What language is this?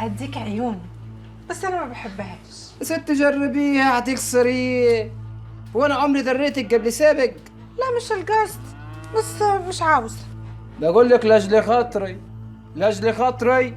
Egyptian Arabic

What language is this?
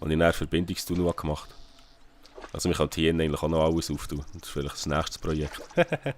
Swiss German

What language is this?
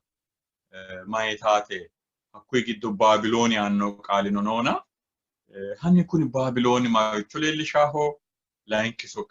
Sidamo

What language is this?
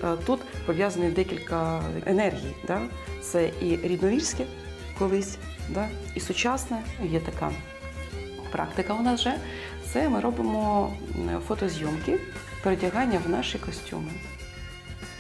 Ukrainian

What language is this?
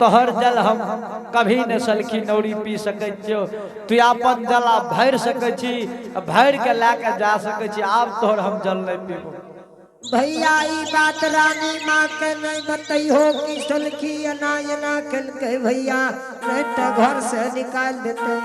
Angika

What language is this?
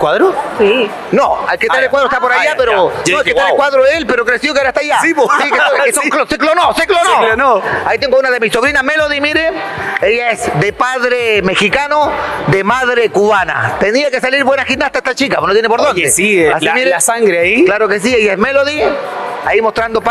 Spanish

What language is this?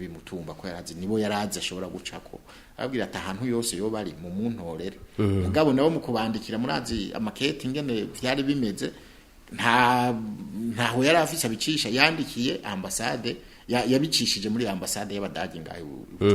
Rundi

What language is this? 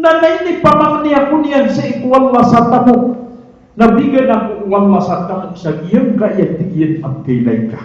Maranao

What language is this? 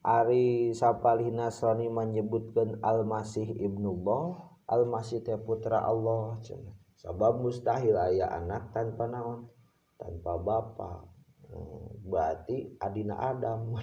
Sundanese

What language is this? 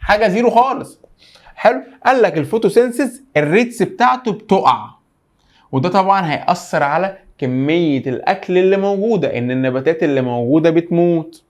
Egyptian Arabic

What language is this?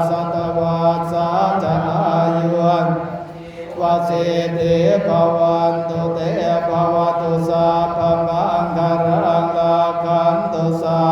Pali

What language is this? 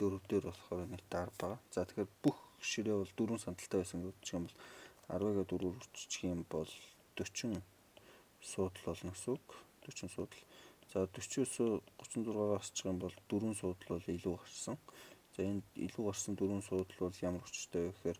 Mongolian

